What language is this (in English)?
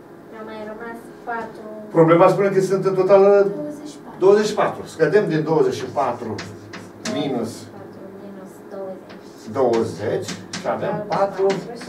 Romanian